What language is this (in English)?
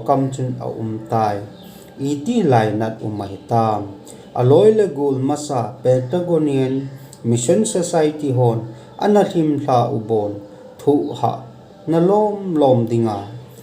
Thado Chin